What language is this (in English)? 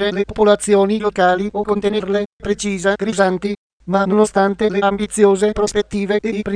Italian